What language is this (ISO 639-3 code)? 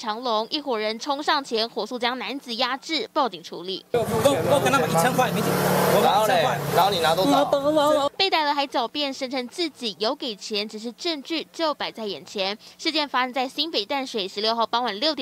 zho